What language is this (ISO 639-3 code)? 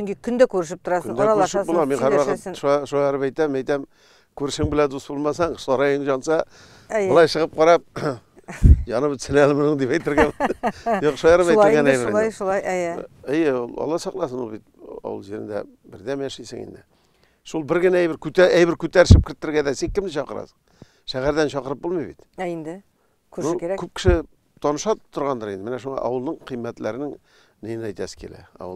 tat